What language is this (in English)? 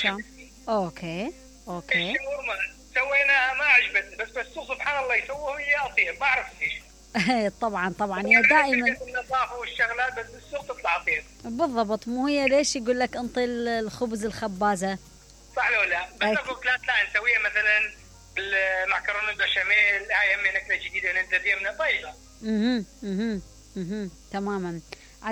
Mesopotamian Arabic